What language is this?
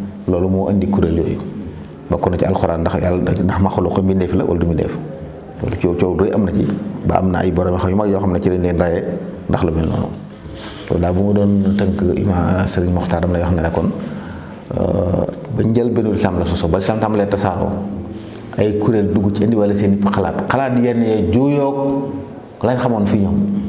Wolof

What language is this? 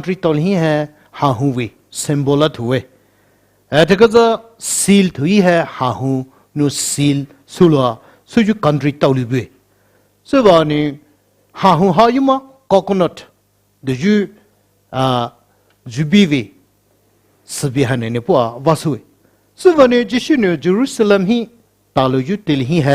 Poumei Naga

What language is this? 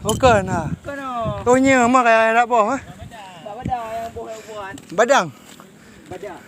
Achinese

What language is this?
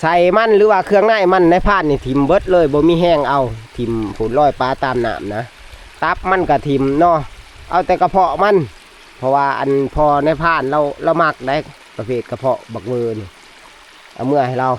Northeastern Thai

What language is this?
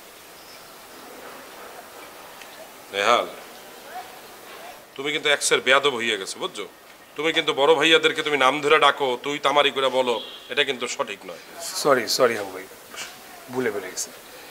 Bangla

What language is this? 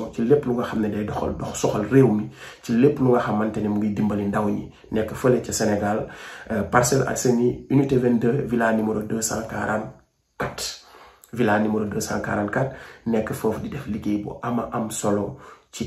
Wolof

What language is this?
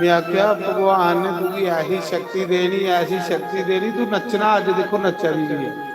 Dogri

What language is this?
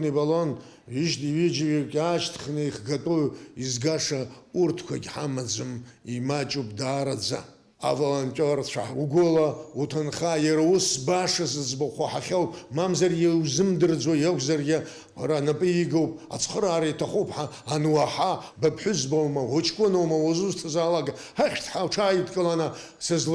Abkhazian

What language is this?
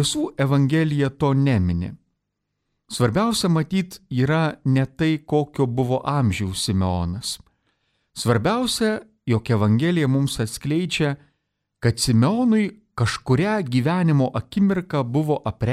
Lithuanian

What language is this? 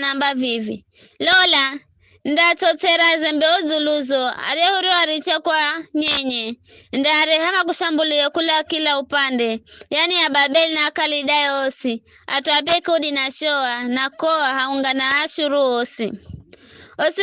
Giryama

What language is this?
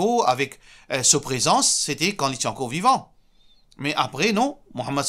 Morisyen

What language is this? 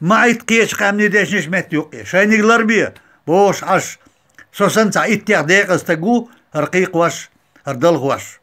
Chechen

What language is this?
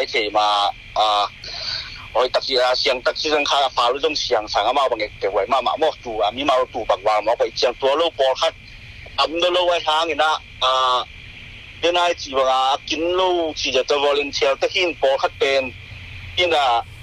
Tedim Chin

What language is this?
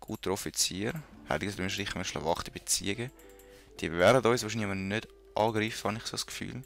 Swiss German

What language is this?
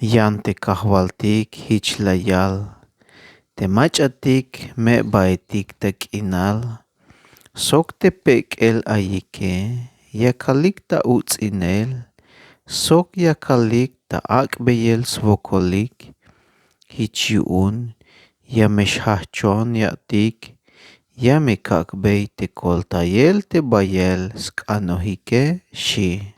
Tzeltal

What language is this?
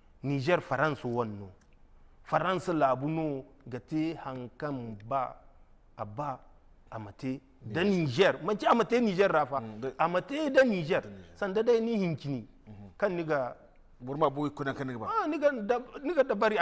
Zarma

